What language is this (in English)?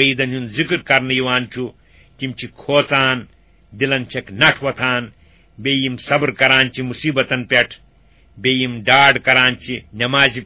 Kashmiri